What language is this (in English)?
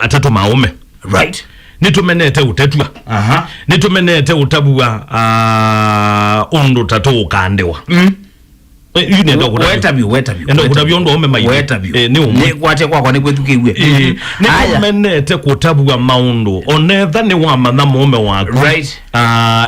Kamba